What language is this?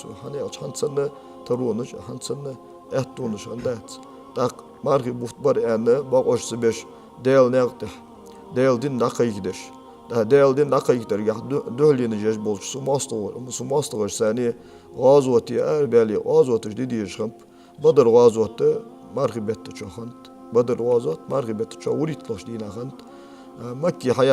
Ingush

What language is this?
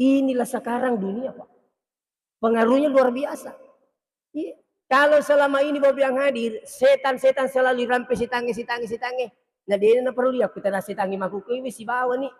Buginese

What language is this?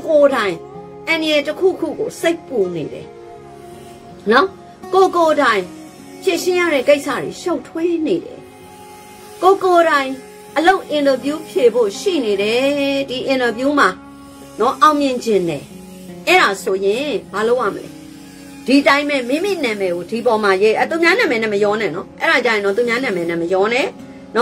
Burmese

